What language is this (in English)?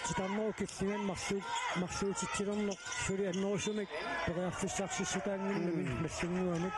Kalaallisut